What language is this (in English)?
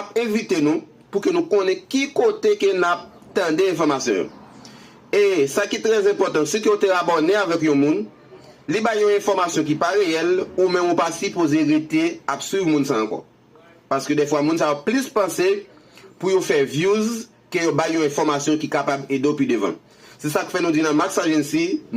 Haitian Creole